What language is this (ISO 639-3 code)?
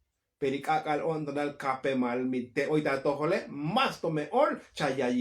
tzo